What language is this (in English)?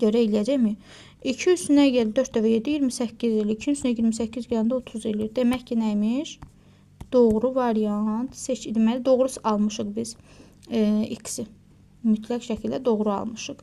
Azerbaijani